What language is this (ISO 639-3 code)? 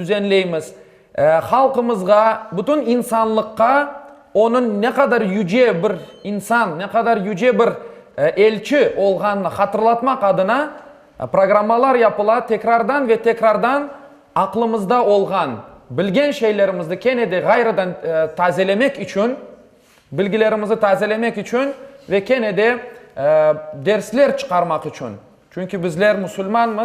crh